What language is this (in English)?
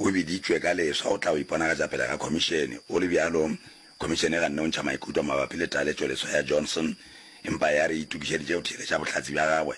Northern Sotho